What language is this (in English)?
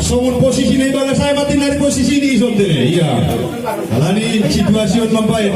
Batak Simalungun